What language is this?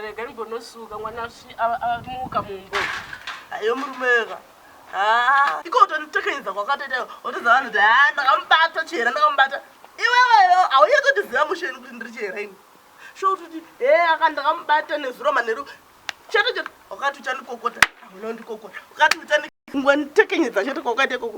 Shona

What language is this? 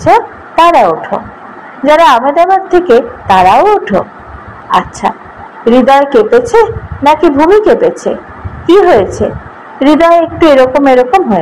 Bangla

